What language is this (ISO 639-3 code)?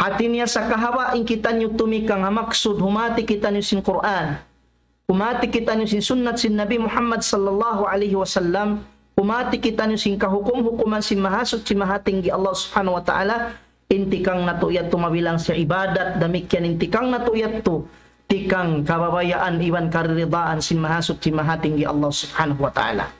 tsg